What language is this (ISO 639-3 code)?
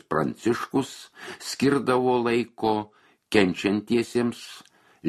lit